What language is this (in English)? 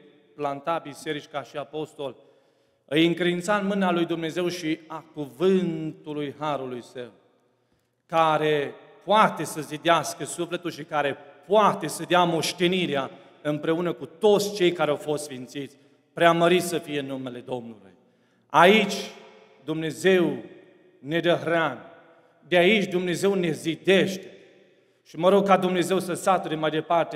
Romanian